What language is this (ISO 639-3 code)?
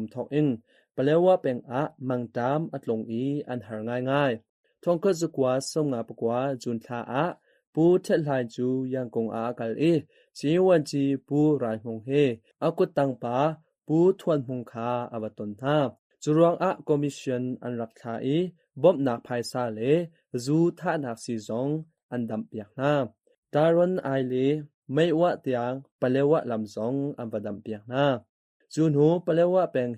cnh